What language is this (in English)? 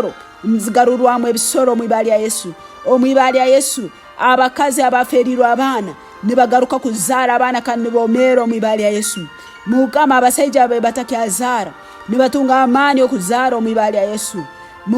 Tooro